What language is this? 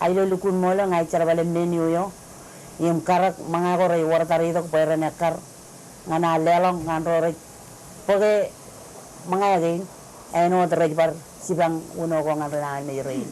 Marshallese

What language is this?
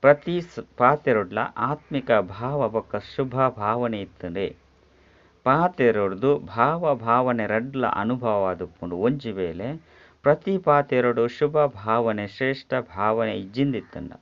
Tulu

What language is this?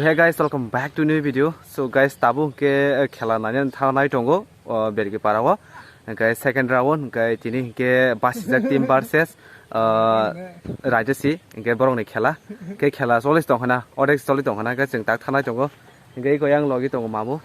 Kok Borok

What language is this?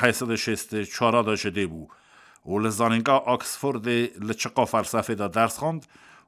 Kurdish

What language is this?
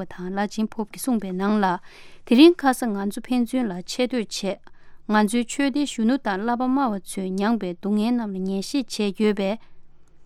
Tibetan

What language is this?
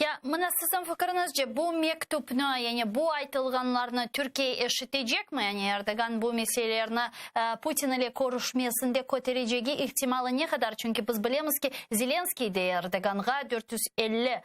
Crimean Tatar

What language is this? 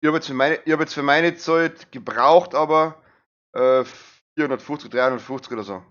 Bavarian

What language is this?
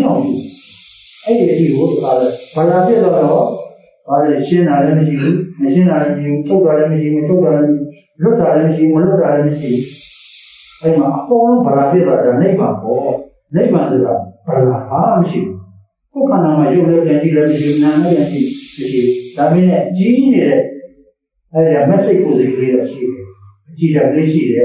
Burmese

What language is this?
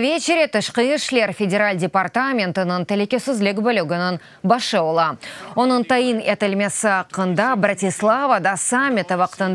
Crimean Tatar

